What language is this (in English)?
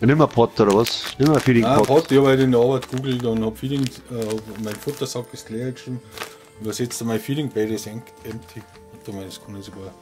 Bavarian